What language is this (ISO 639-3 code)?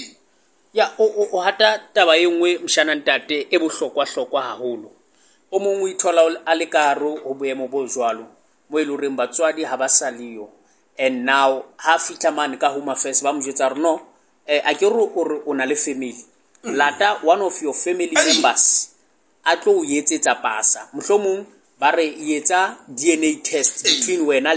sot